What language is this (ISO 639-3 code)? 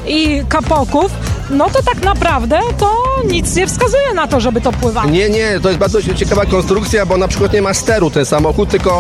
pol